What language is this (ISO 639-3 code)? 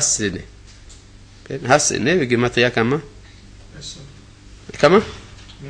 heb